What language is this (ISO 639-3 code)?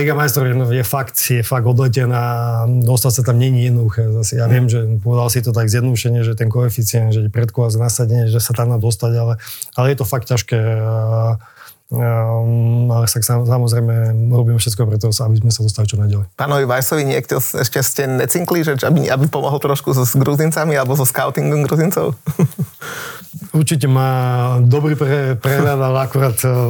slk